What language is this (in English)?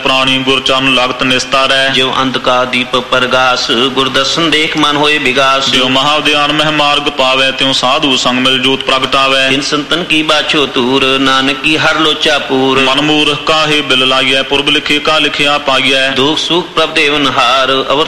Punjabi